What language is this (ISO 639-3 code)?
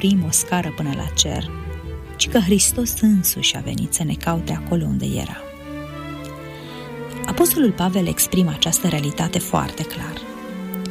ron